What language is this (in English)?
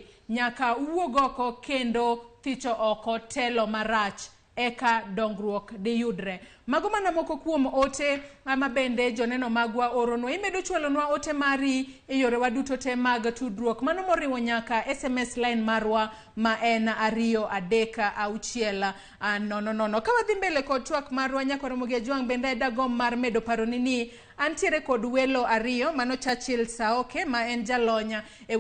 Luo (Kenya and Tanzania)